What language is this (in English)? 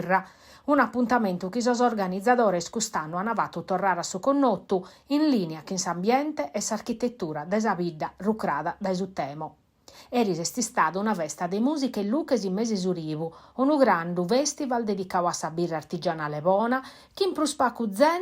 Sardinian